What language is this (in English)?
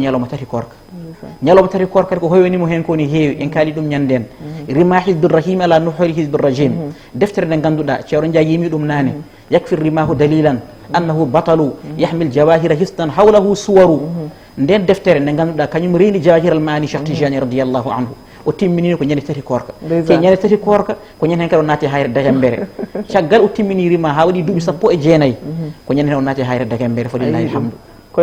Fula